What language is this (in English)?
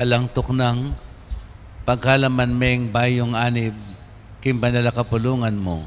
Pampanga